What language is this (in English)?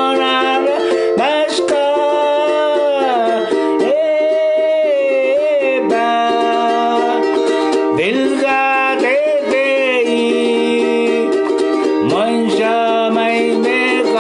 Pohnpeian